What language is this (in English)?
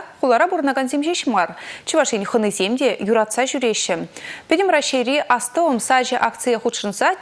Chuvash